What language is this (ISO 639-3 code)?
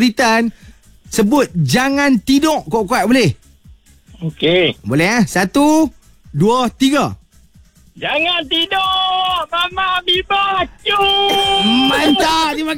msa